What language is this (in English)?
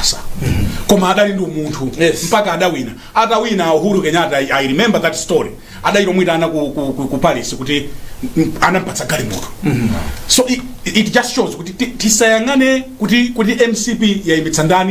Nyanja